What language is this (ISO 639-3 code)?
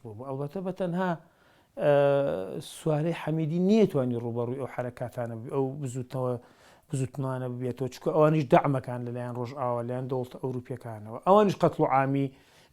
ckb